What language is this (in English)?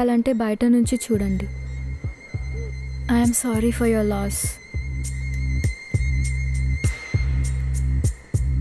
Telugu